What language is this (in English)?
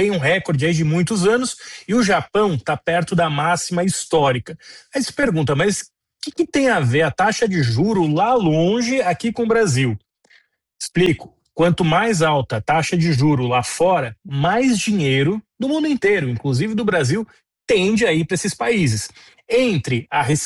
Portuguese